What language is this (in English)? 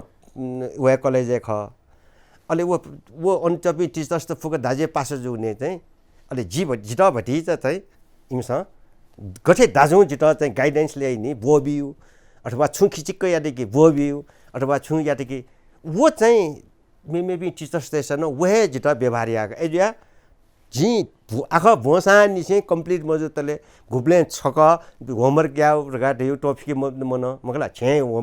Newari